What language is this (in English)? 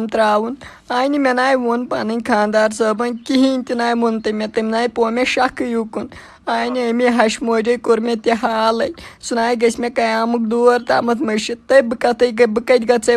Kashmiri